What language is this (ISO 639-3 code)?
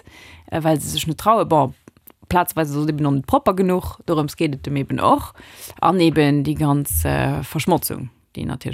ltz